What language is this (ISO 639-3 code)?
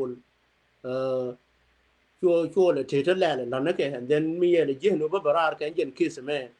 nus